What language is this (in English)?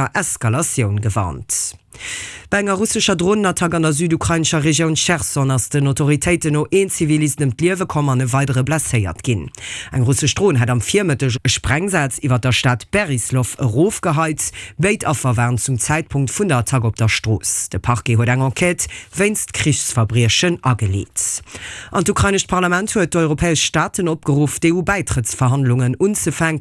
Luxembourgish